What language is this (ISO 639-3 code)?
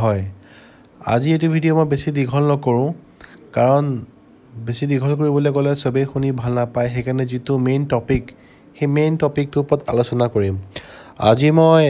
asm